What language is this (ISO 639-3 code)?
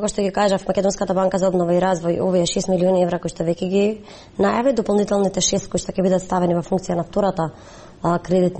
mkd